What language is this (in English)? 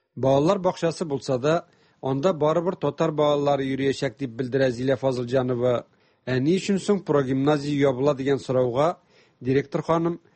Tatar